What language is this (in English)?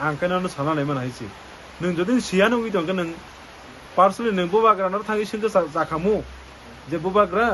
Kok Borok